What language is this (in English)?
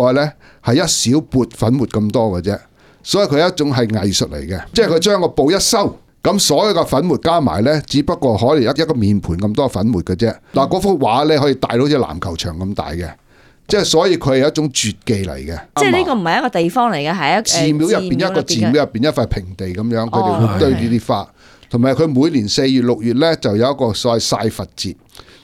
Cantonese